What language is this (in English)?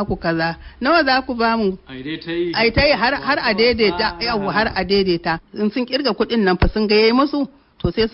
Hausa